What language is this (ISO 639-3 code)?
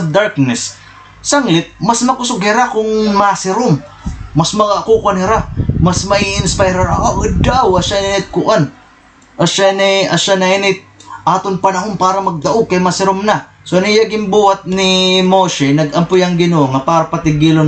war